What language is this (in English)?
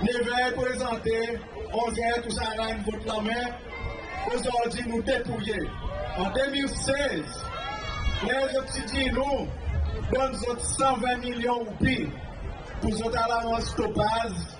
Seselwa Creole French